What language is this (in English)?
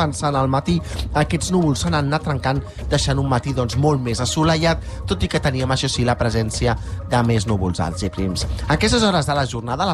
Catalan